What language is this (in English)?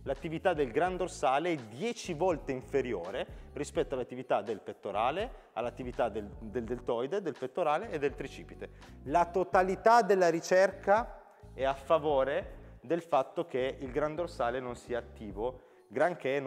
Italian